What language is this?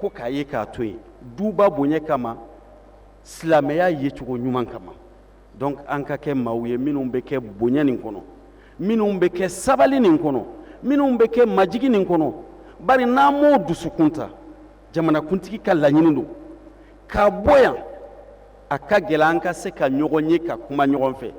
Bambara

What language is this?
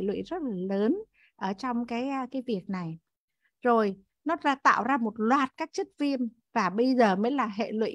Vietnamese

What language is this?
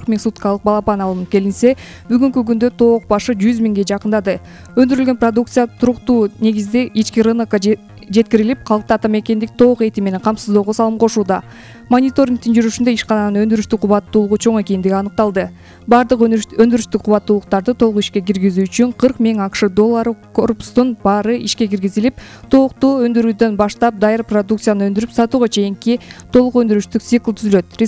Kyrgyz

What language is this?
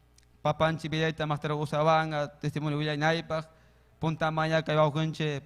Ayacucho Quechua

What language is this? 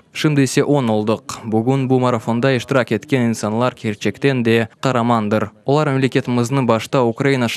Crimean Tatar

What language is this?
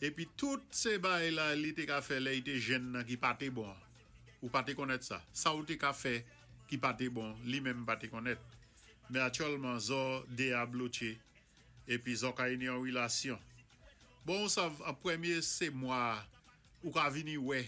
Saint Lucian Creole French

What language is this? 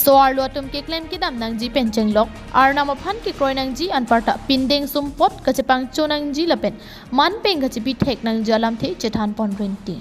Karbi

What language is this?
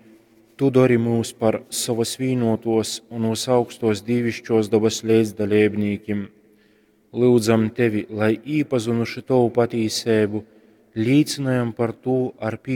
Latgalian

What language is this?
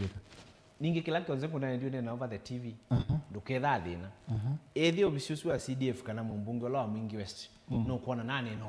Kamba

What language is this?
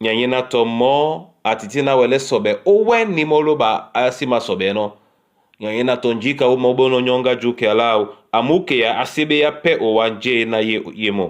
Duala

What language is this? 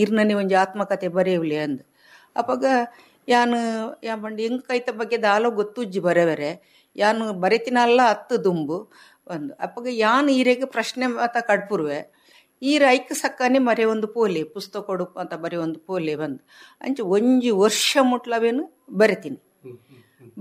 Tulu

